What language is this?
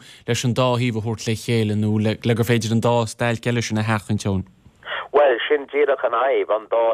Irish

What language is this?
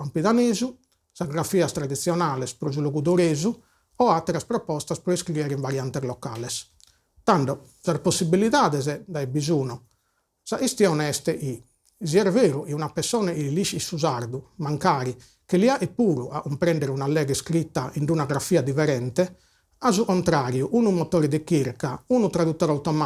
Sardinian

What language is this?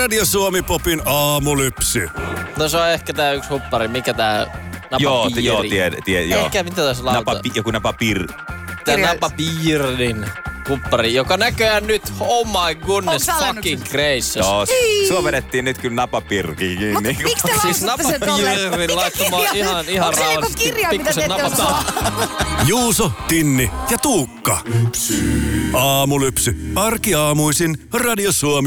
Finnish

